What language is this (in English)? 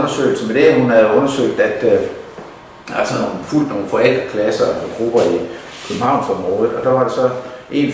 Danish